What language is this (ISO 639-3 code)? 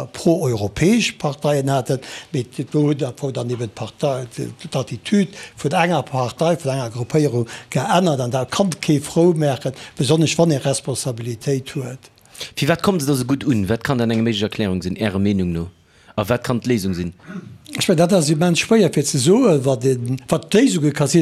ltz